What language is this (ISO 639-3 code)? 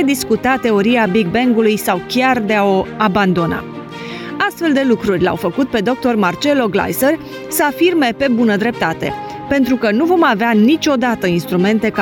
ron